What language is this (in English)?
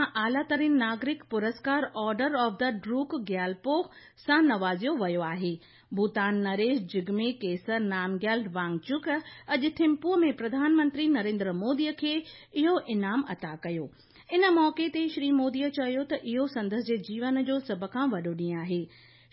Sindhi